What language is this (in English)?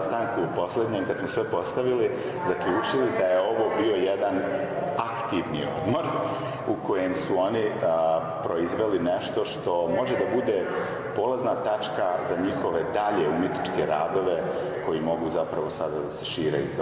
Bosnian